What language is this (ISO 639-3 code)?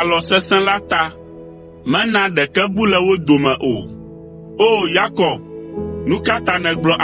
ewe